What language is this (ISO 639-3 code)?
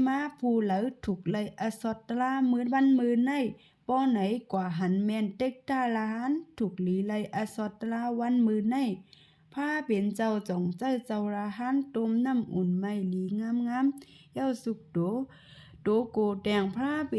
shn